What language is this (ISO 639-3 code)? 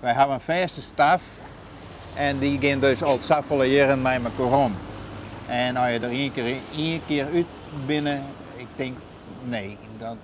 fry